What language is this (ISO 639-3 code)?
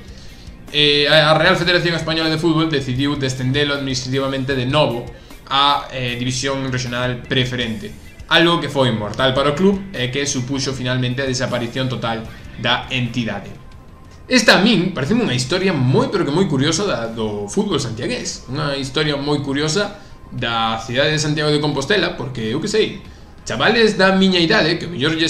glg